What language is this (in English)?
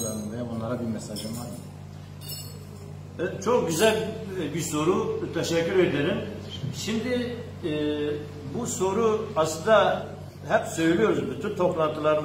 Turkish